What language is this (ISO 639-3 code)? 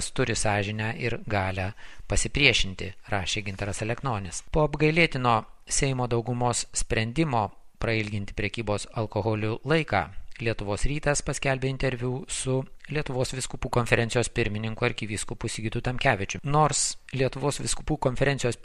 lit